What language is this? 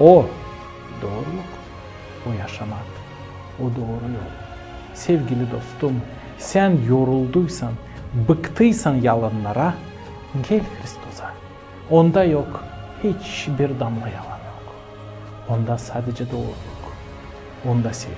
Gagauz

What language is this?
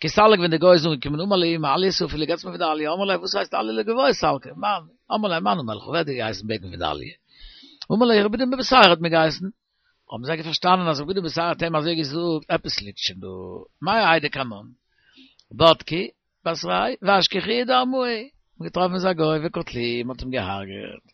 Yiddish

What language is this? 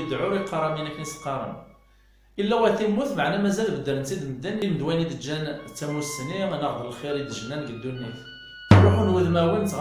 Kabyle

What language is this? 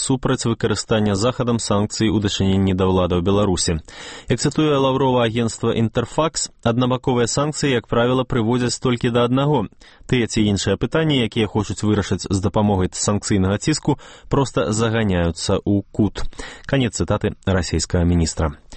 Belarusian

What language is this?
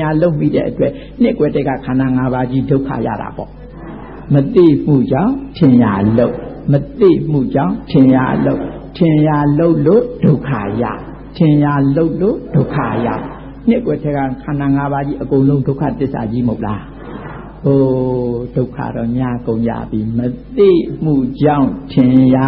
Burmese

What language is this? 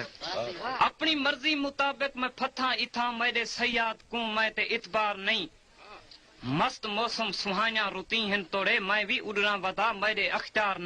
Saraiki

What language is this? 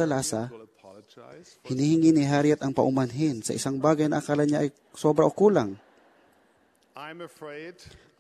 Filipino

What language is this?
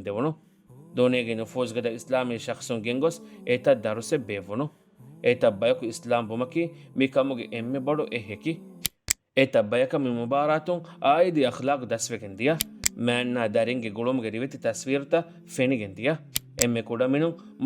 Divehi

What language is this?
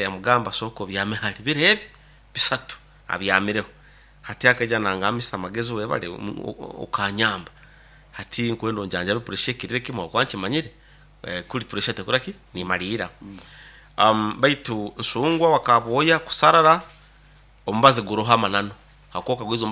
Nyoro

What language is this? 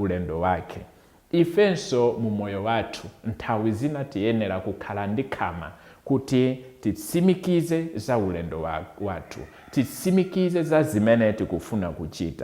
Nyanja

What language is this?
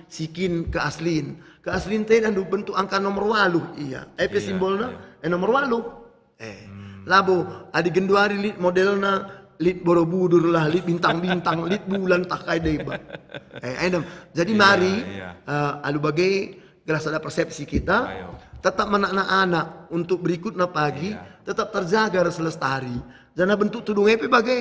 Batak Karo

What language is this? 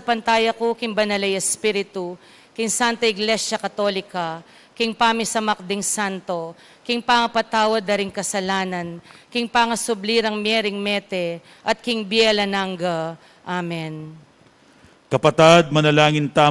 Pampanga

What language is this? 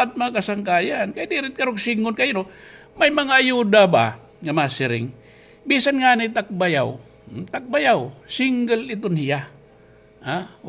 Waray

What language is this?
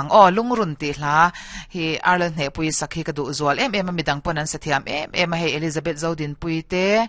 Mizo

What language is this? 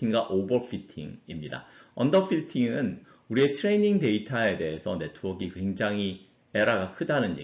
Korean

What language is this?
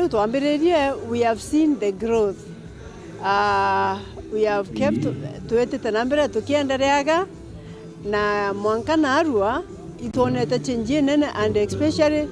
Meru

